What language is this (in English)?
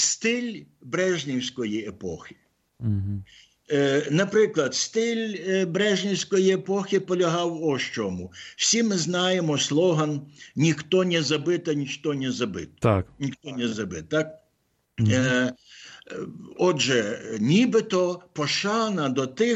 Ukrainian